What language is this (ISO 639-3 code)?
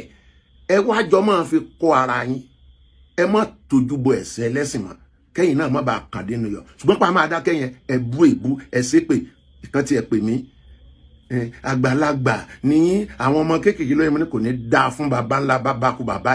yor